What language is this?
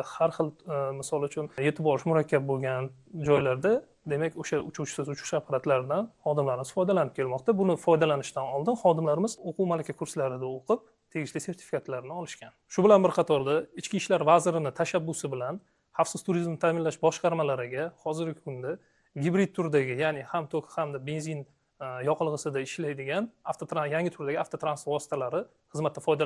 Uzbek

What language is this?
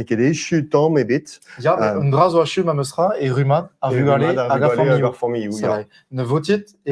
Breton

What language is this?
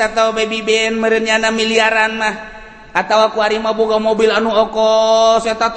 Sundanese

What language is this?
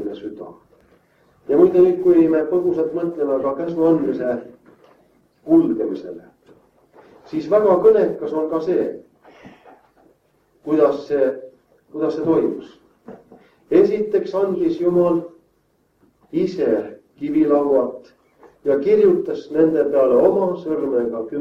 Estonian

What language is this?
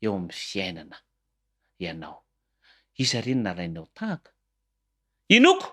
Malagasy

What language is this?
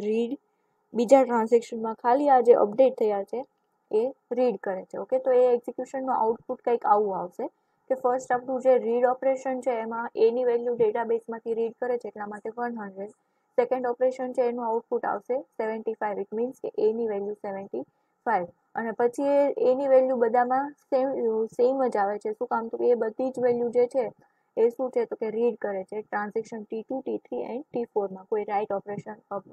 Gujarati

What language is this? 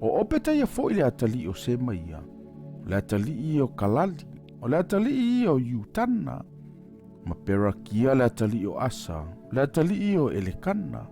Samoan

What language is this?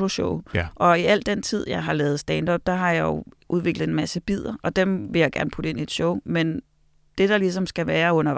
Danish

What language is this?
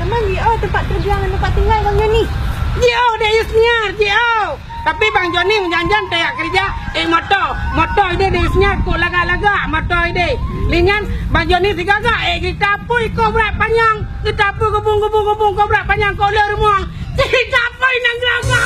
Achinese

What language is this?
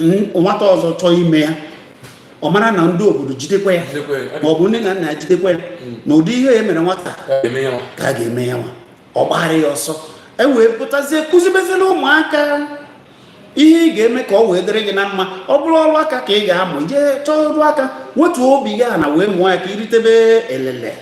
Igbo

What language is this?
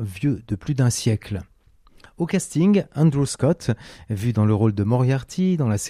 French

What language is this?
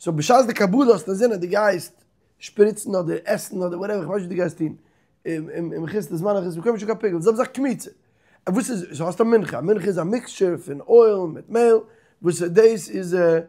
Yiddish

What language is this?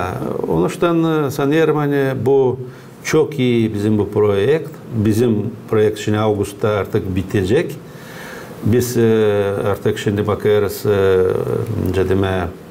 Gagauz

